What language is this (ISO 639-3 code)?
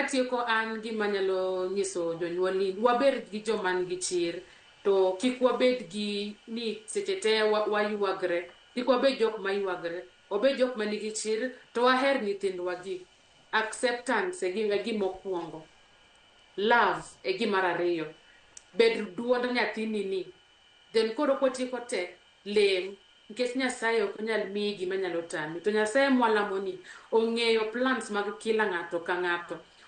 luo